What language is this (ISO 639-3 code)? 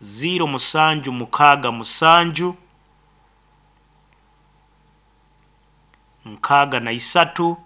nyo